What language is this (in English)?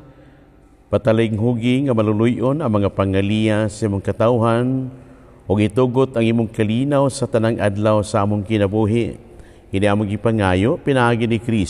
Cebuano